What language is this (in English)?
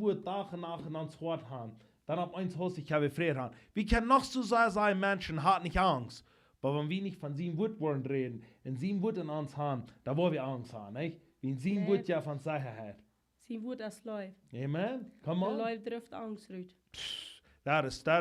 Plautdietsch